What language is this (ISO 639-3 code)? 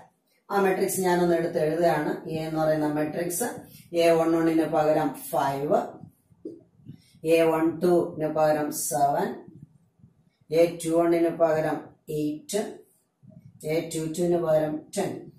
mal